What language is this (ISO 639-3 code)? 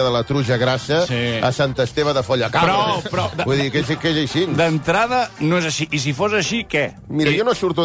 cat